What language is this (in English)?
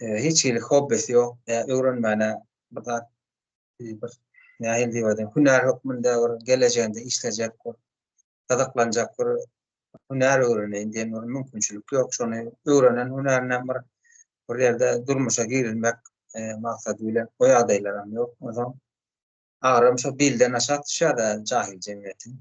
Turkmen